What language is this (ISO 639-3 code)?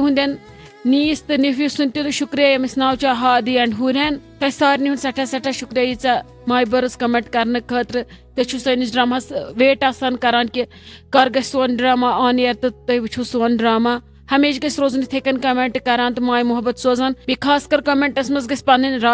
kas